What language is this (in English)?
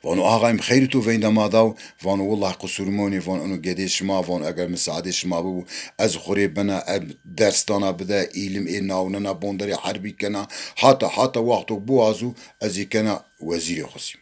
Zaza